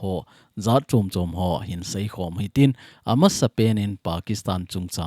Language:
Thado Chin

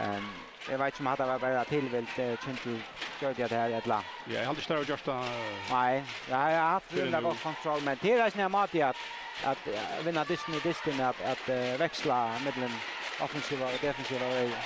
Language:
Faroese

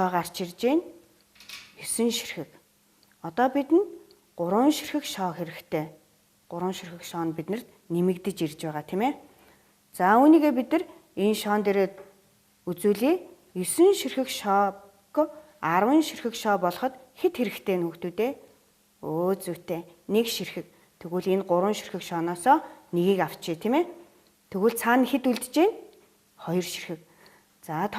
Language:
Mongolian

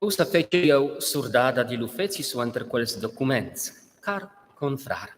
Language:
Romansh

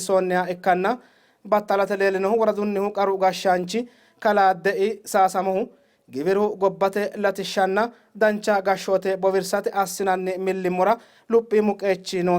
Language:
Sidamo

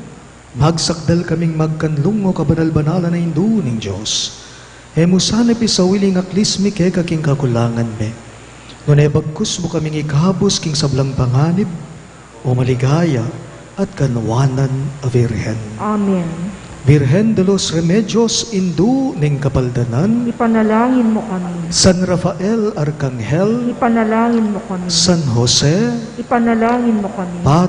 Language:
Pampanga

